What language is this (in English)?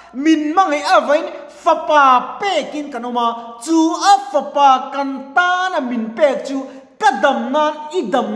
Mizo